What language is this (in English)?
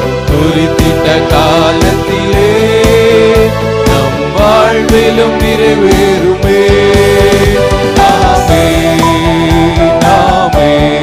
Tamil